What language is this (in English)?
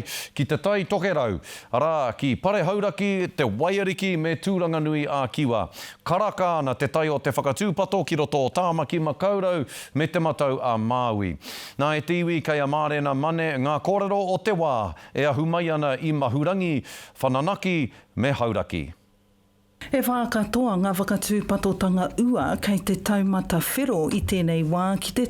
Māori